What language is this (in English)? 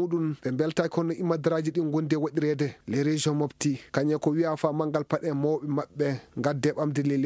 Fula